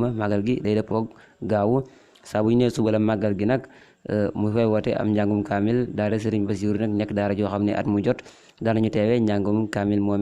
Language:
Wolof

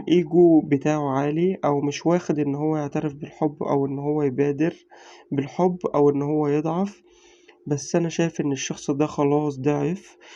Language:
Egyptian Arabic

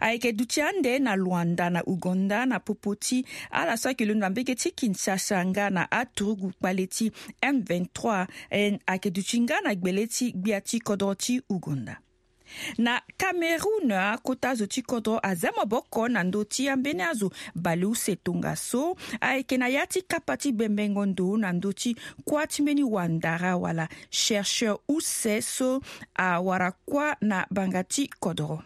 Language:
Sango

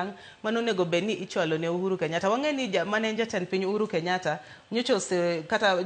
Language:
Luo (Kenya and Tanzania)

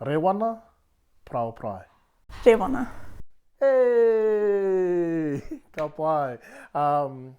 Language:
Māori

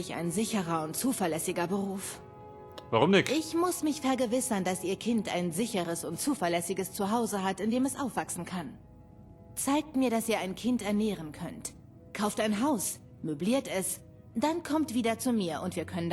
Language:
Bavarian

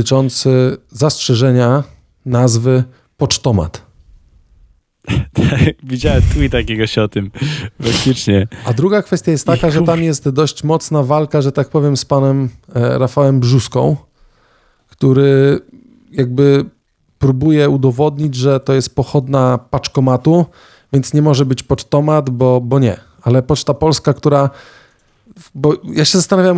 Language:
Polish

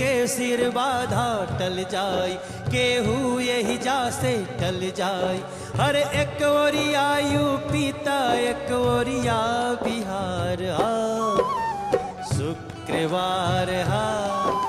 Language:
Bhojpuri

